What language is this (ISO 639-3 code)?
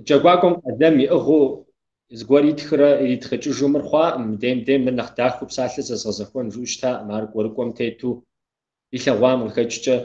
kbd